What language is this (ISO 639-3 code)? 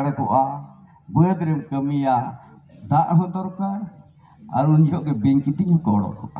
sat